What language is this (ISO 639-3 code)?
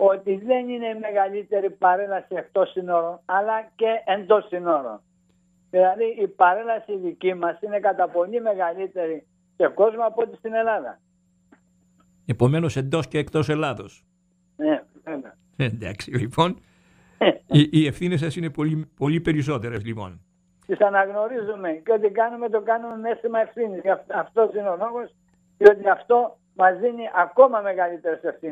ell